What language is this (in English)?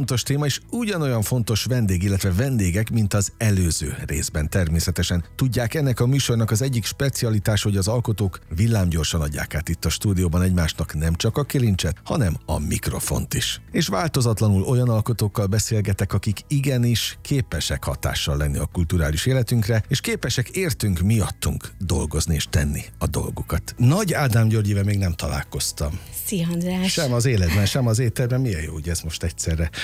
Hungarian